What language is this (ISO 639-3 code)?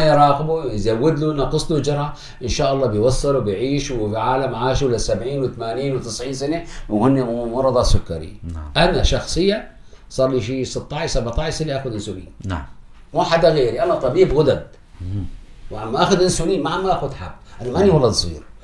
apc